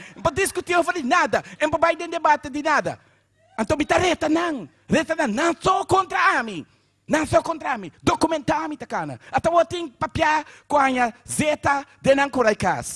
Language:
Papiamento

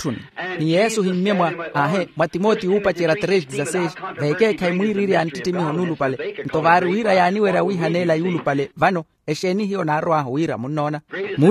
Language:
Makhuwa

